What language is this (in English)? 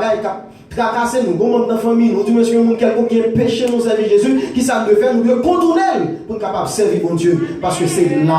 Haitian Creole